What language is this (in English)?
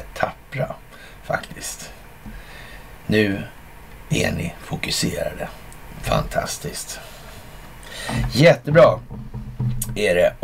Swedish